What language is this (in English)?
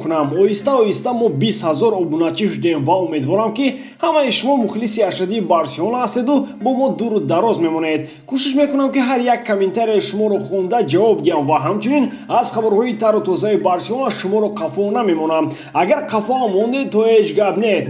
Tajik